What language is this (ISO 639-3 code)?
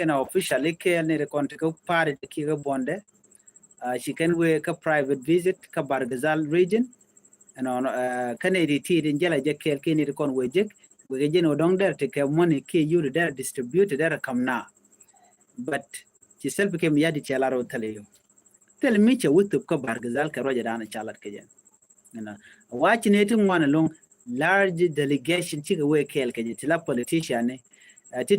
nus